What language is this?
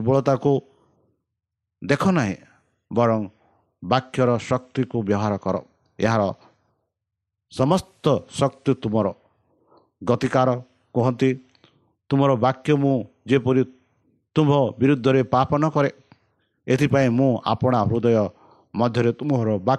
Odia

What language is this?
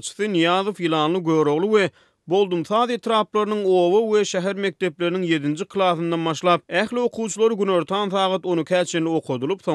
Turkmen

